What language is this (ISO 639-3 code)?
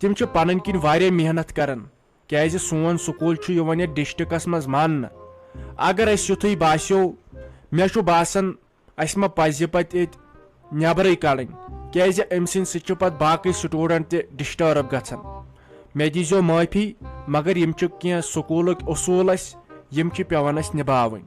kas